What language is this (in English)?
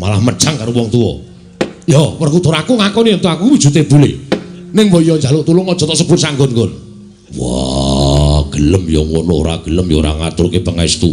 Javanese